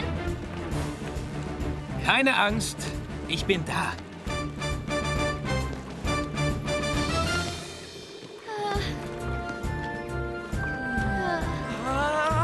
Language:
German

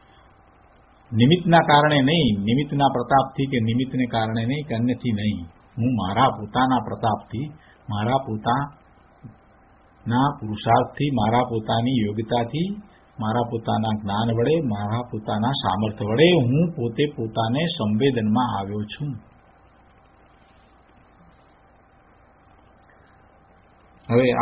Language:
Gujarati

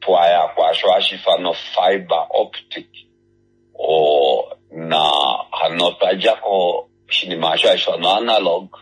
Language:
Kuanyama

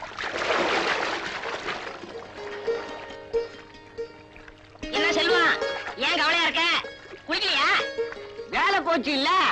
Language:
Tamil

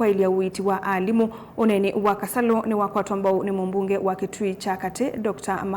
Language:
Kamba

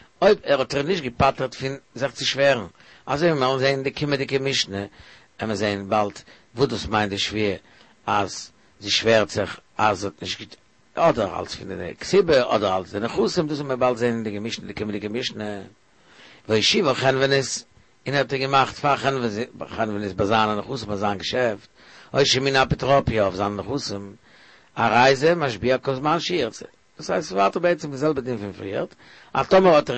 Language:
Yiddish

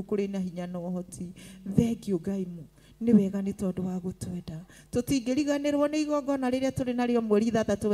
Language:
Kikuyu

